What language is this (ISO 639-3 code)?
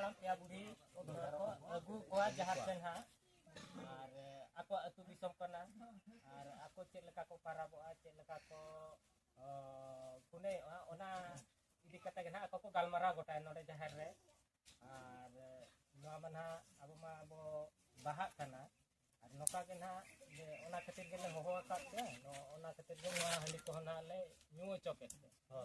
sat